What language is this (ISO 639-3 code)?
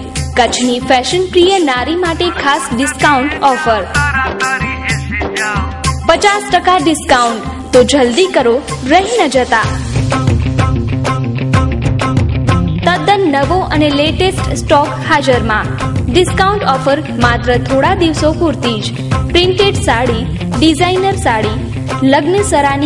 guj